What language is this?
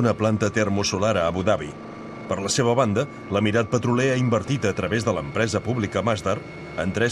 Catalan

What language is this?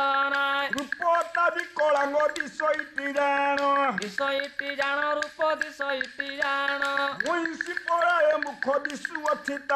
Odia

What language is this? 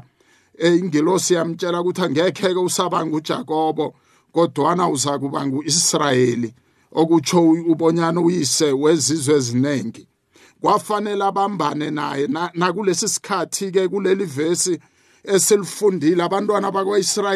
South Ndebele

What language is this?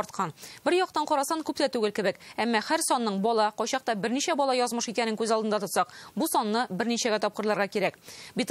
Tatar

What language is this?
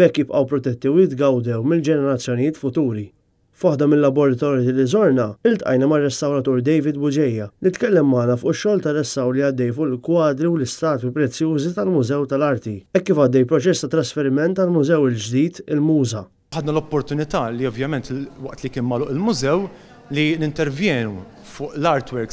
Maltese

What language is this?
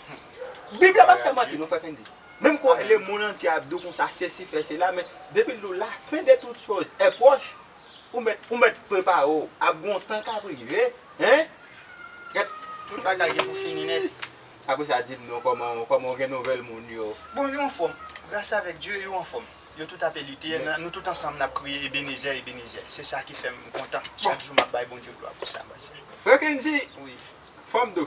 Haitian Creole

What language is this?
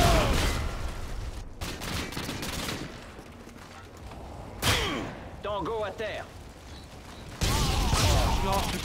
French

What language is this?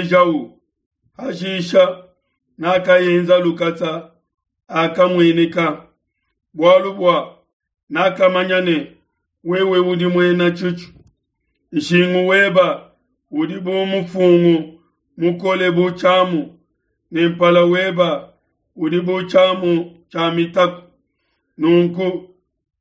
Luba-Lulua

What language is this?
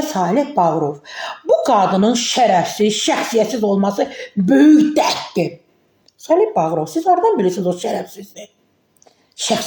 Azerbaijani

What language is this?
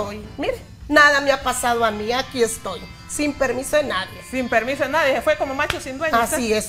Spanish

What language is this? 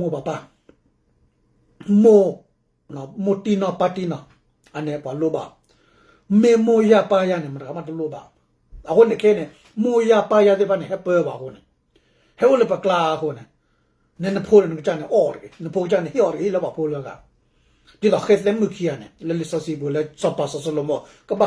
S'gaw Karen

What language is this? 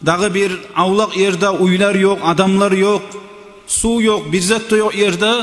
Kumyk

